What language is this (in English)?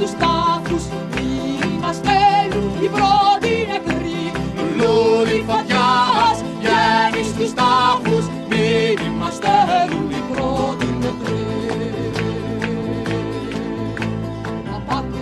Greek